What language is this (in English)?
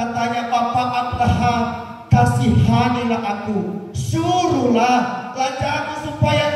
Nias